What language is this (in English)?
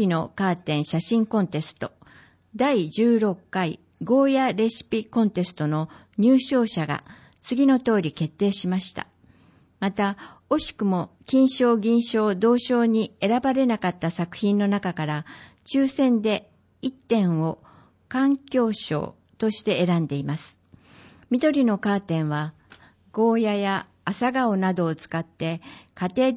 Japanese